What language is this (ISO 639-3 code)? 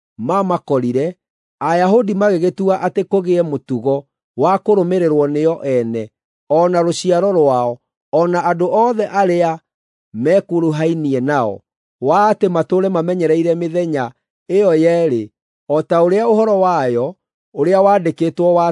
kik